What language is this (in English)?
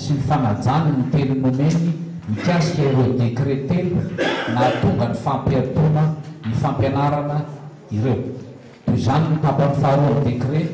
Malagasy